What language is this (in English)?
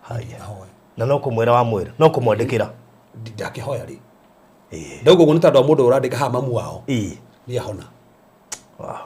Kikuyu